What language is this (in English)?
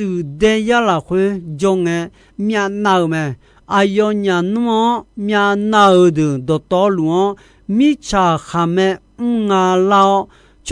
Akha